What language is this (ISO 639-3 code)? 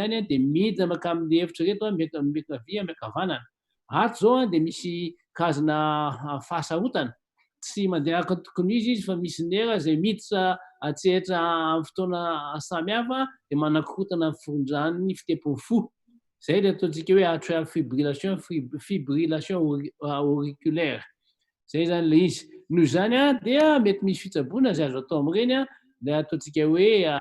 mlg